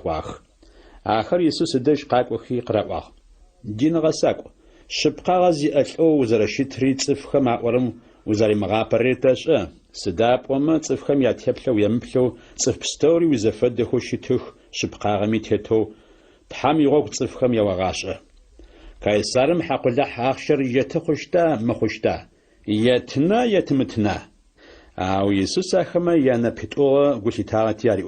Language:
Adyghe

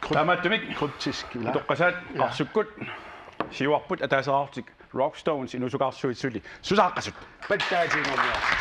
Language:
Kalaallisut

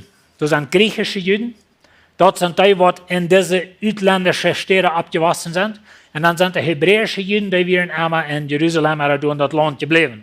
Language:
Plautdietsch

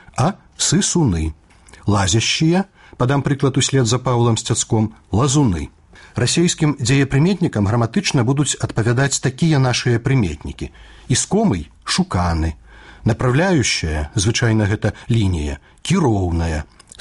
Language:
Belarusian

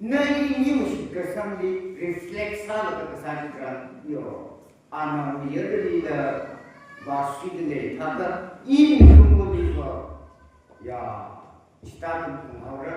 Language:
Tangkhul Naga (India)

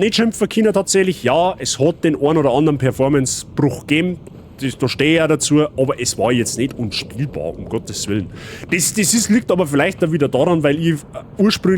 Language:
Bavarian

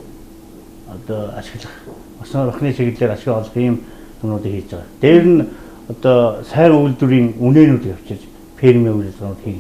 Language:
Mongolian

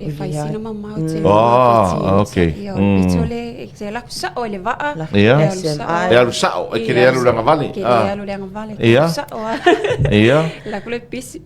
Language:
Samoan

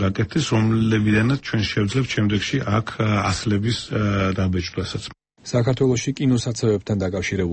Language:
Georgian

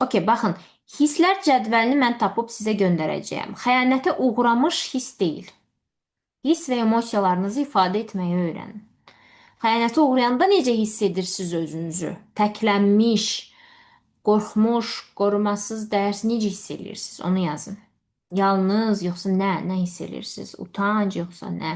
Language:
Azerbaijani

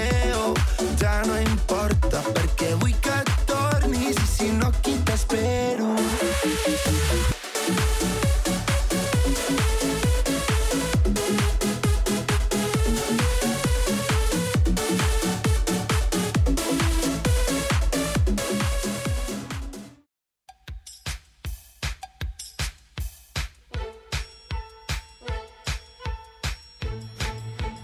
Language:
Catalan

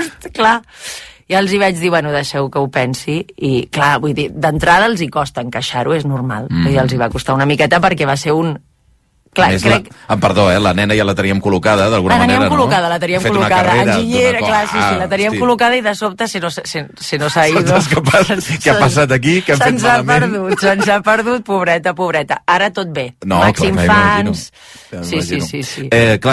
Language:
Catalan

